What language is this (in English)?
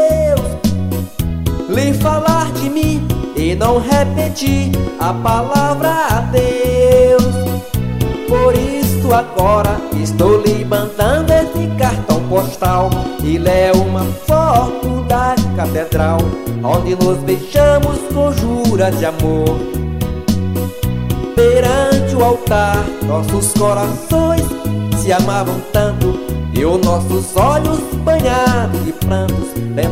Portuguese